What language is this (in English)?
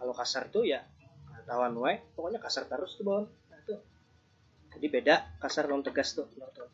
Banjar